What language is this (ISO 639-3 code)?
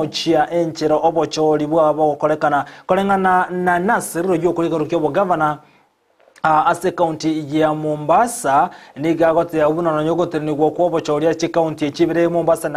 guz